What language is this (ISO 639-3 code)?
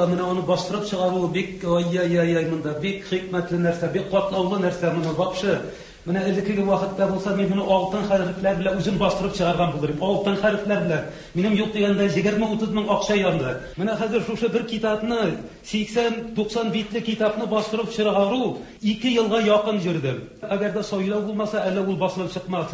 tat